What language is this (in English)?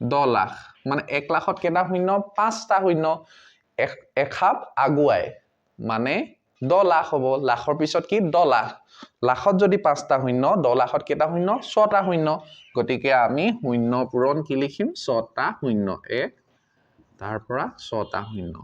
Assamese